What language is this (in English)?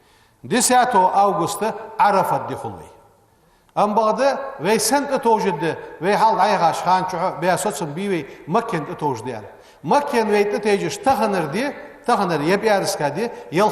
Ingush